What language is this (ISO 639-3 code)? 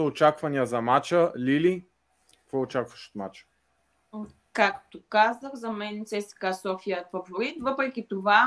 bul